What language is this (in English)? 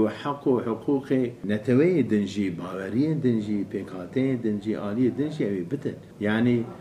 Kurdish